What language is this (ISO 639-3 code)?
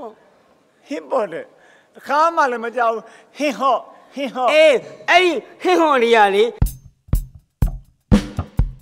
mya